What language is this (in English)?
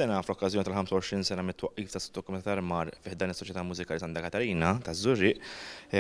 Maltese